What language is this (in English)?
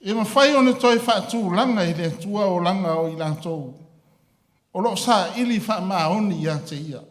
Samoan